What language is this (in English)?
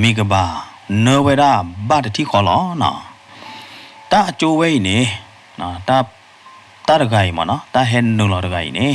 S'gaw Karen